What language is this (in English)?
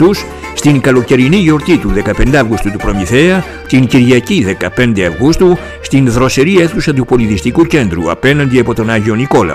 Greek